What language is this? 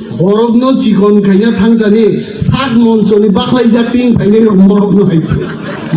Kok Borok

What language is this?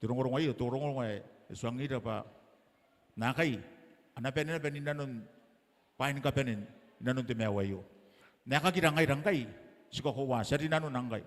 Gilbertese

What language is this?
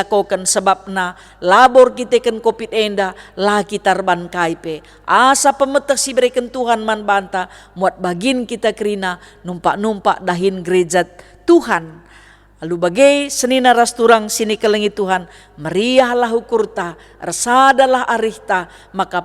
Batak Karo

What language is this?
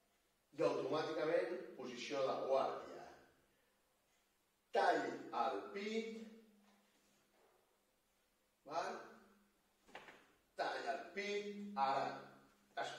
Catalan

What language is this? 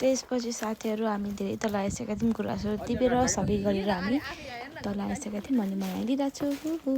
Nepali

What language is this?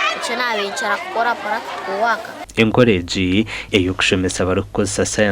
Nyankole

